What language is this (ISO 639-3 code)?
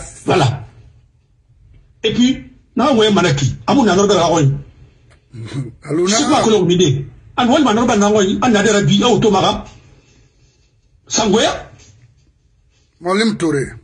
fra